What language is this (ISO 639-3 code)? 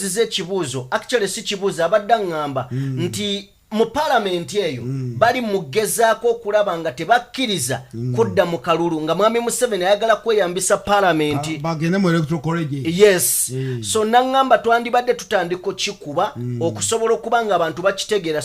lug